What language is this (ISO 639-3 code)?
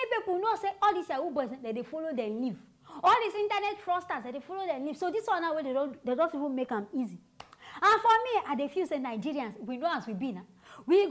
pcm